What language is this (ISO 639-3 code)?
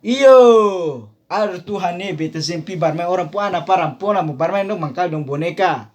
abs